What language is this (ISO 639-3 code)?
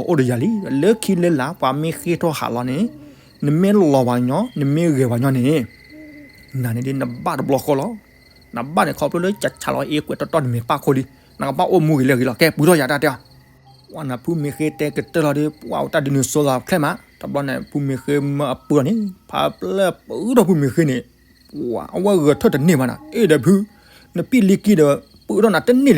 ksw